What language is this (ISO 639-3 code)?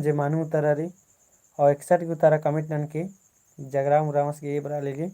kru